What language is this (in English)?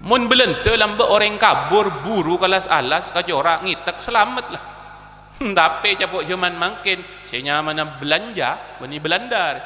Madurese